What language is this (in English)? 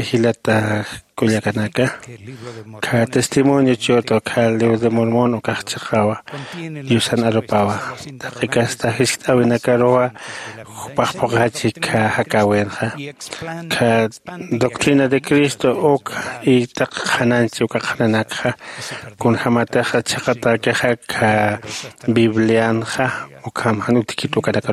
Aymara